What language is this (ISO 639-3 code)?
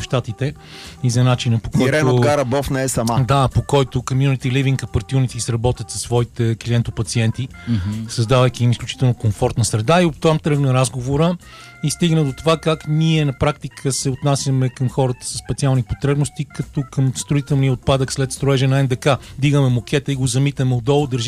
bul